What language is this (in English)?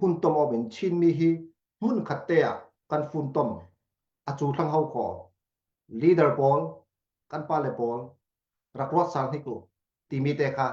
Falam Chin